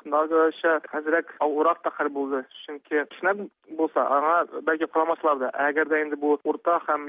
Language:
Tatar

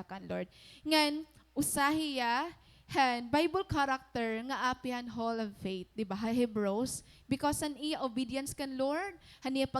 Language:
Waray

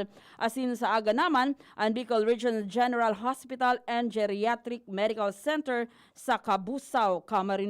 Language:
Bikol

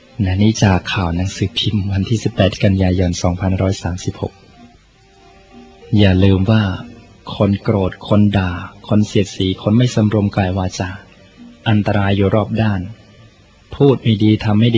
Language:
Thai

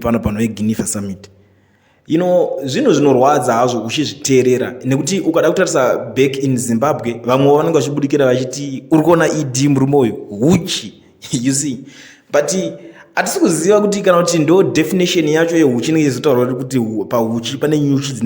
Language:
Shona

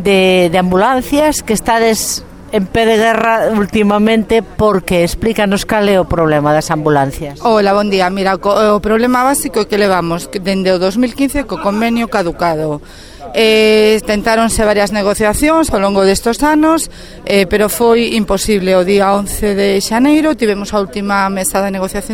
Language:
Galician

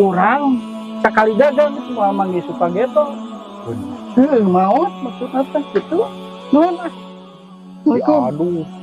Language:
Sundanese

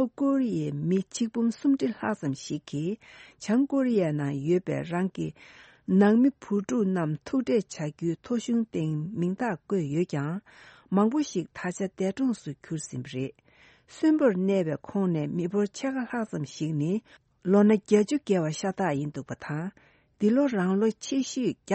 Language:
Tibetan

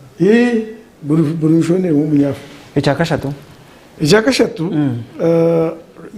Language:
Nyankole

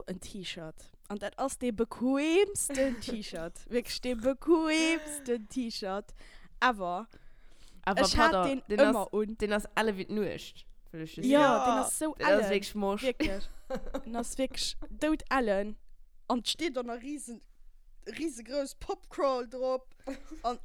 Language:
Luxembourgish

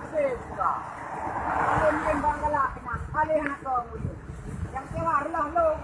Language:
Achinese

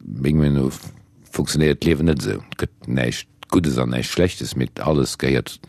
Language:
Luxembourgish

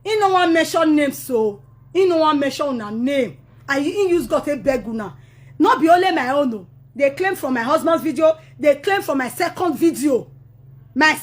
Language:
Nigerian Pidgin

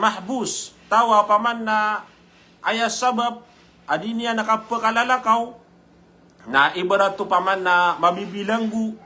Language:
Maranao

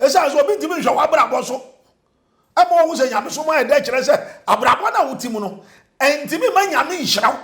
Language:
Akan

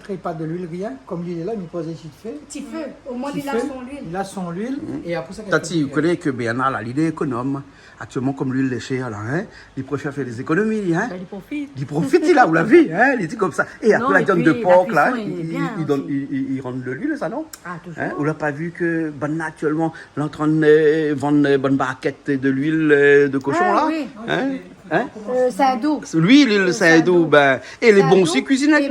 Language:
Réunion Creole French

